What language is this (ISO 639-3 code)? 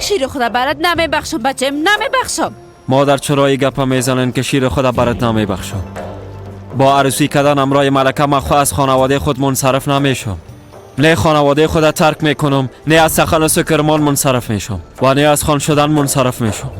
fas